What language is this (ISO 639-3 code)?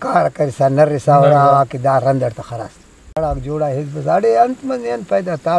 brh